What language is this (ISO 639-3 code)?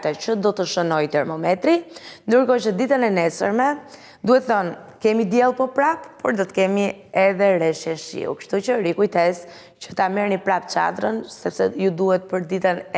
sqi